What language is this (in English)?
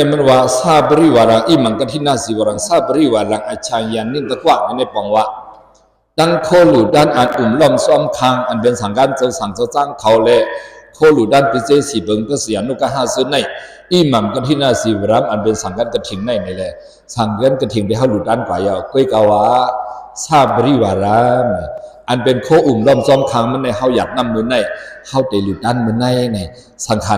Shan